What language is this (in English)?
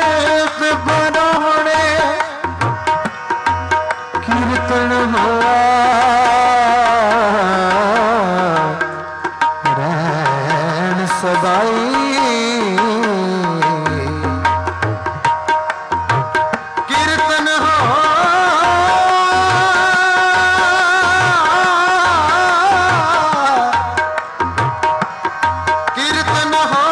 Punjabi